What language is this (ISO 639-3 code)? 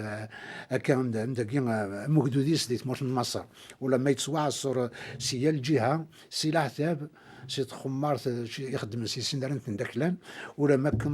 kab